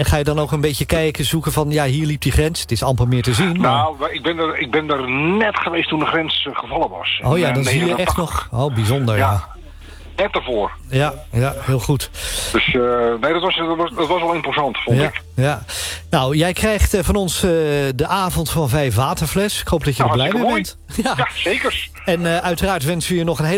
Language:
Dutch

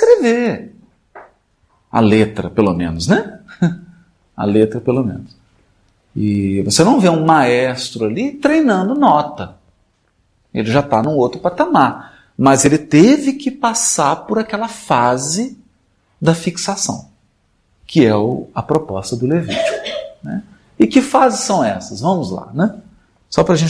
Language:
Portuguese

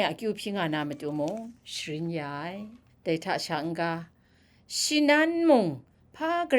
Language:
Kachin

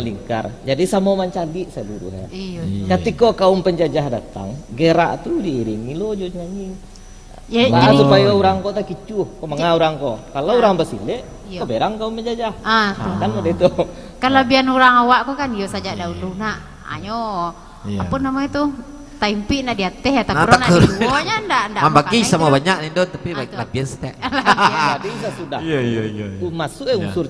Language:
Minangkabau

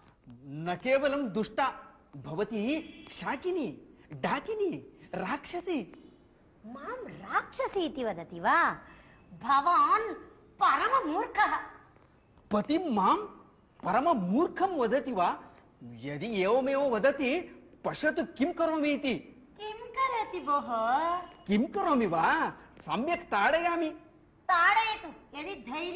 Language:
Sanskrit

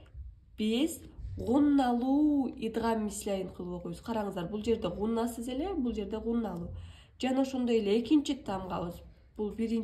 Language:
Kyrgyz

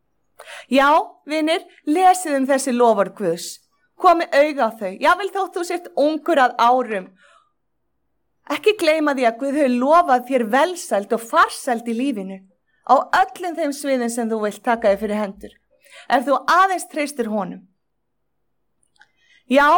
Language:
Icelandic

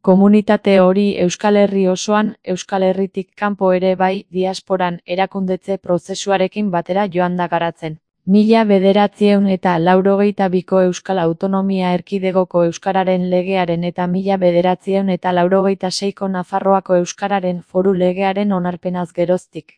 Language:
Basque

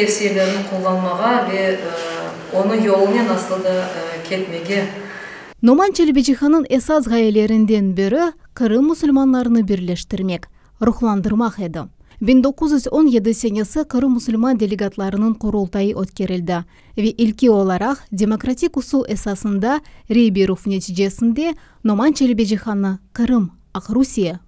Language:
Crimean Tatar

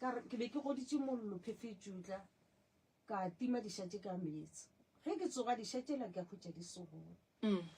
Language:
Northern Sotho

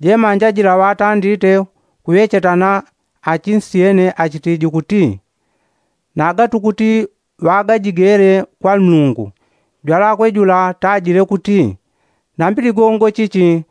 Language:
Yao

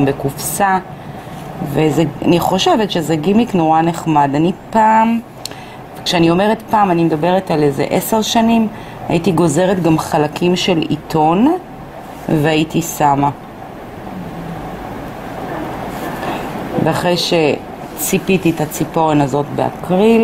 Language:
Hebrew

